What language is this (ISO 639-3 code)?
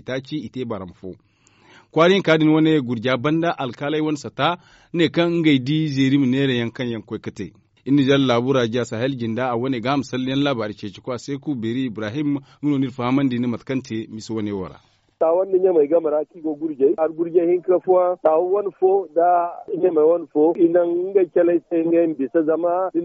dje